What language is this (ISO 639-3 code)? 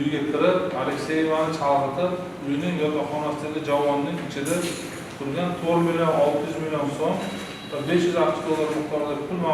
uzb